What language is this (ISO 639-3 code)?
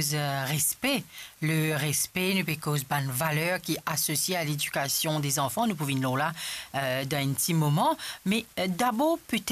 mfe